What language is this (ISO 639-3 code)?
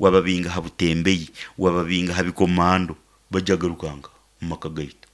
nyn